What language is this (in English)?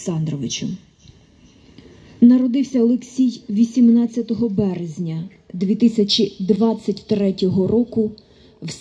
Ukrainian